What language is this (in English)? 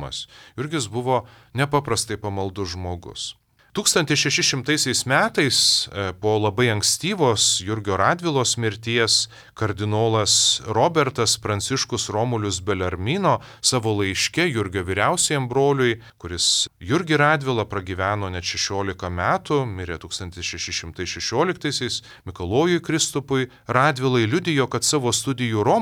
Lithuanian